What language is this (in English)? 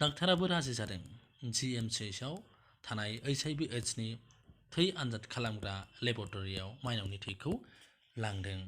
Bodo